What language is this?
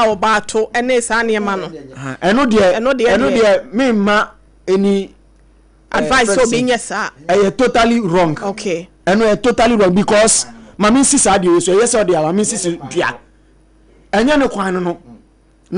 Akan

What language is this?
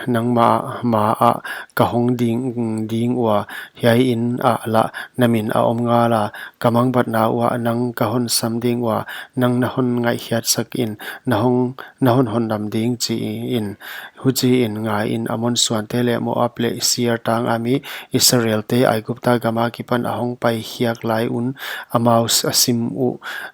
Paite Chin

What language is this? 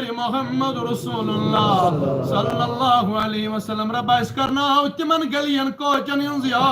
Kashmiri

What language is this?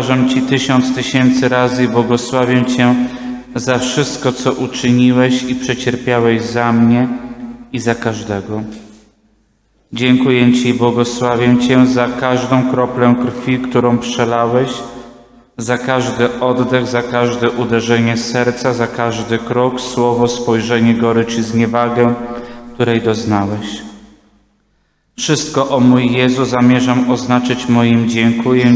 Polish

